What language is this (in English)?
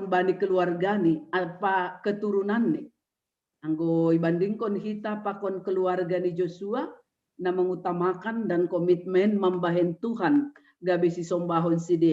Batak Simalungun